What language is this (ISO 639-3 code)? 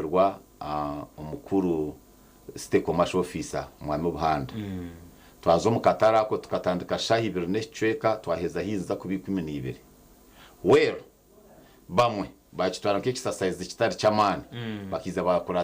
nyn